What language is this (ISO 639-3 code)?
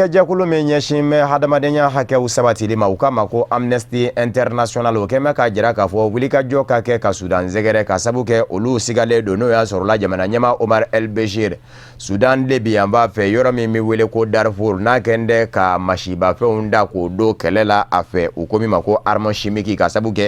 bam